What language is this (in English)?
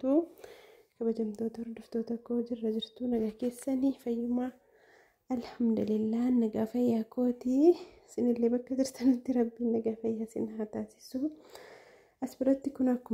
Oromo